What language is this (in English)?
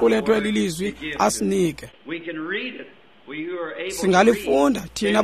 Xhosa